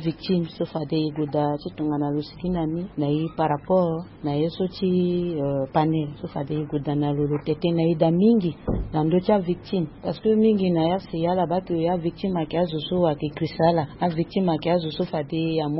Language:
Sango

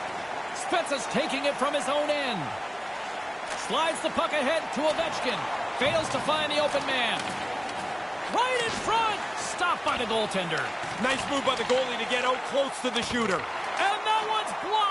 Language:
English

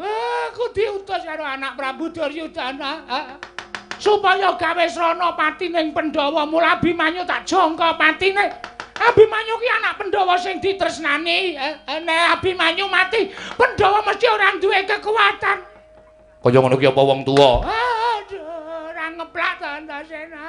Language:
Javanese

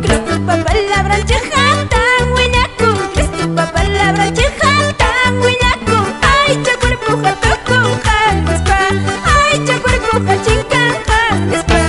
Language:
Quechua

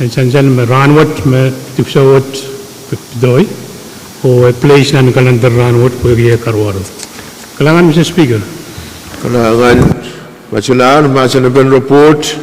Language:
Pohnpeian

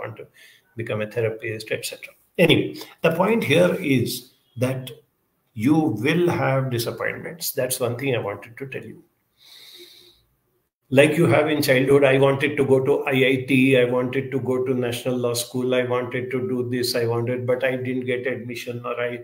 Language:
English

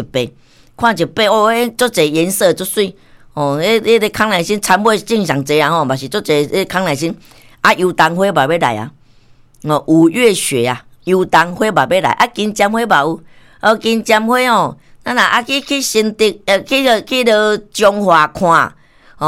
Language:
Min Nan Chinese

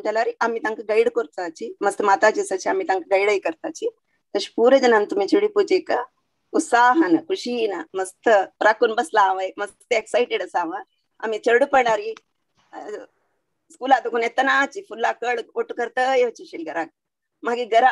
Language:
Konkani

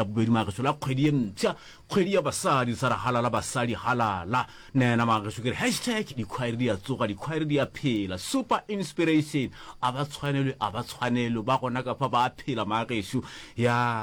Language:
Northern Sotho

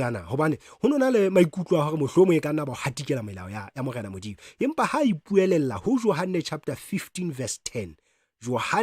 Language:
Southern Sotho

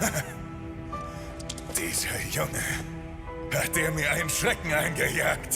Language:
Swiss German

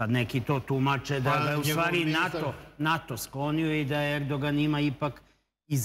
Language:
Serbian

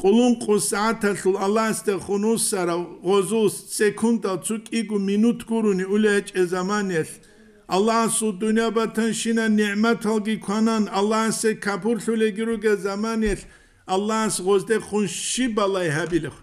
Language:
Avaric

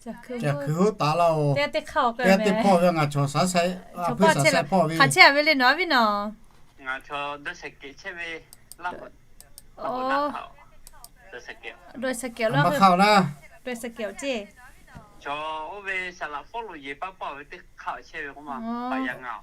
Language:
Lahu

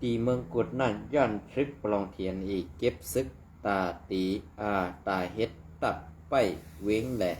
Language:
Shan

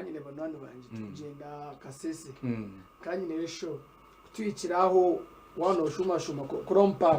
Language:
Nyankole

